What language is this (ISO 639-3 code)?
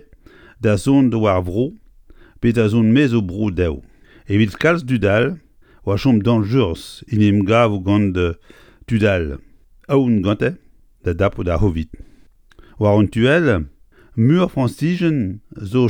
bre